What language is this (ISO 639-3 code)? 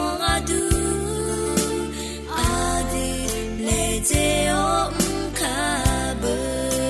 ahk